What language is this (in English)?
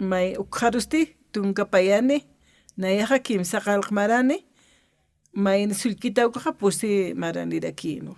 Aymara